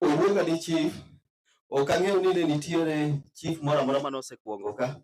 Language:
Luo (Kenya and Tanzania)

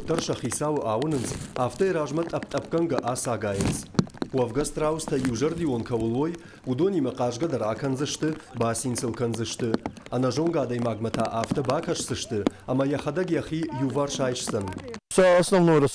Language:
Ossetic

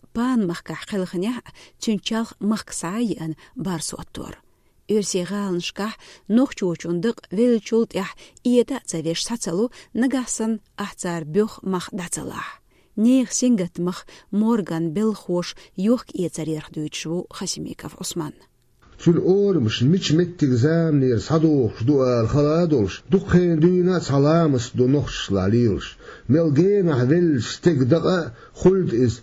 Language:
Chechen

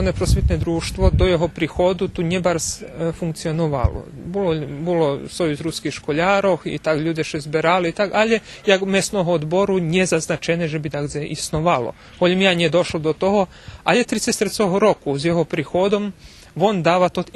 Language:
Rusyn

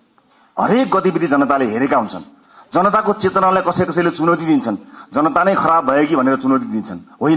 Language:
Nepali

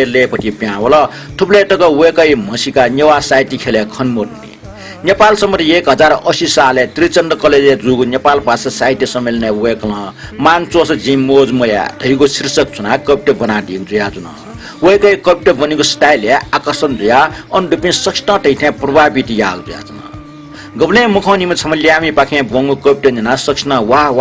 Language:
Newari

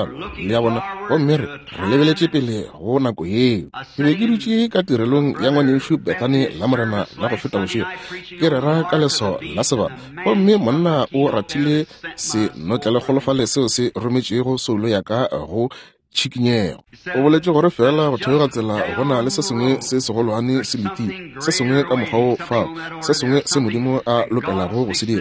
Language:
Northern Sotho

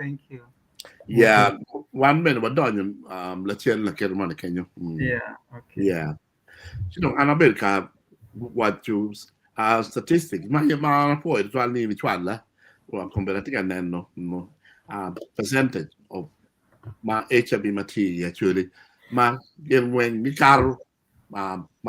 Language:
Acoli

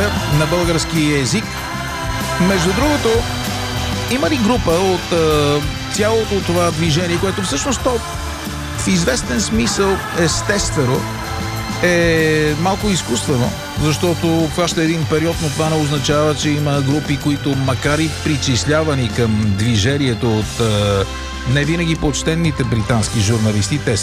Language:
Bulgarian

